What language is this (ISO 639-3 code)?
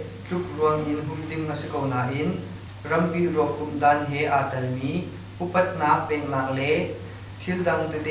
cnh